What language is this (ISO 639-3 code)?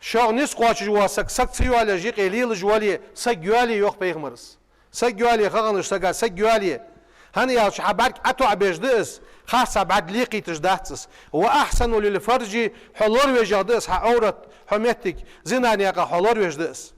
inh